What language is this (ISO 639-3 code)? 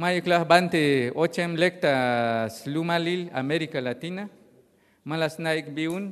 tzh